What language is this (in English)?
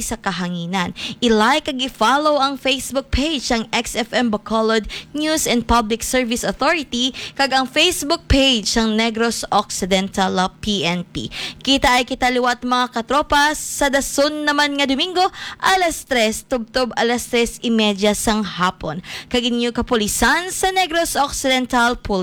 Hiligaynon